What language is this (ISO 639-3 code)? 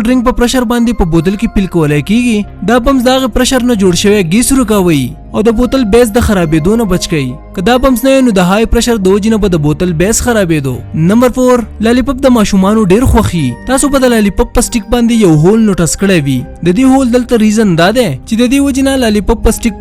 pus